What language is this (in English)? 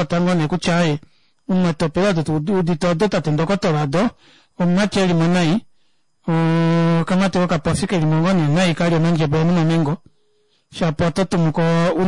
Kuanyama